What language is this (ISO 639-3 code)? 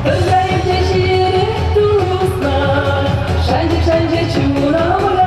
chv